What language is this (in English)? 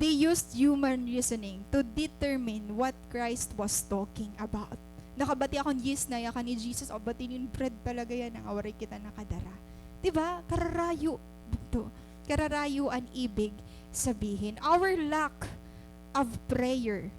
Waray